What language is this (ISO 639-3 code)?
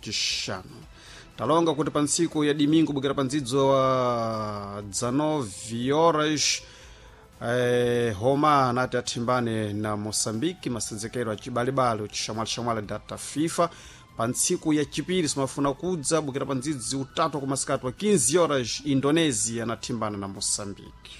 seh